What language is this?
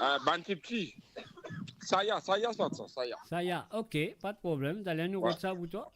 Morisyen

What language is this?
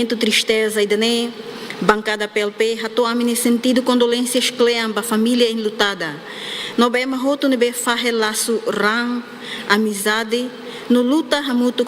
Tetum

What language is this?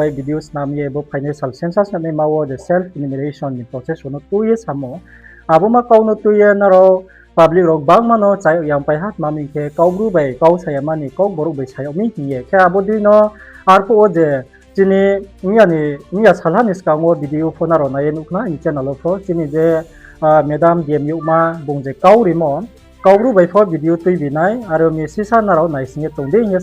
Riang (India)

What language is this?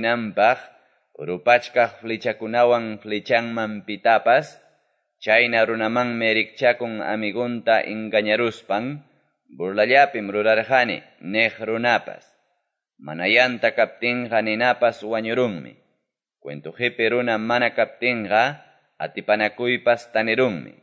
Quechua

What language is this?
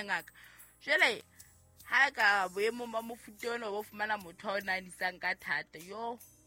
Southern Sotho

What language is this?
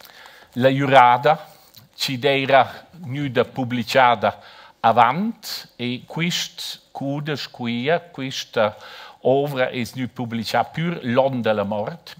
Romansh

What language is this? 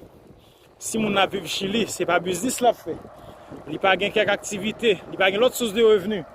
Haitian Creole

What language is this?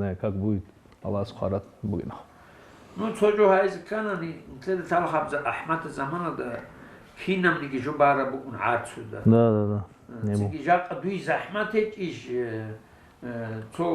Avaric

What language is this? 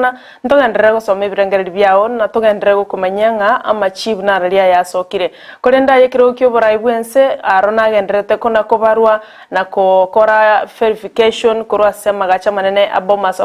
Gusii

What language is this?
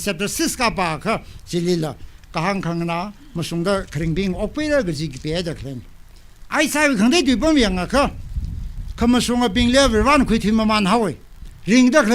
Tangkhul Naga (India)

